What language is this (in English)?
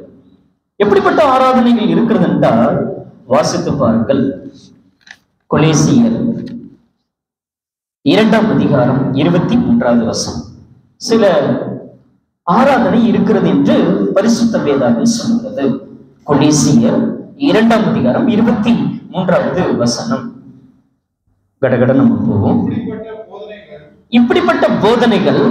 Tamil